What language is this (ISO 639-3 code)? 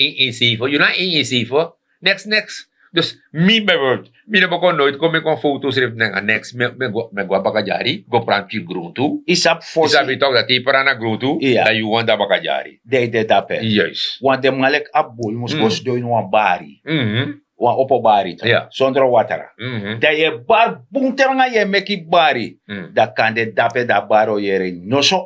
srn